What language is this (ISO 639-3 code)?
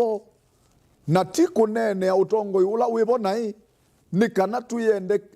kam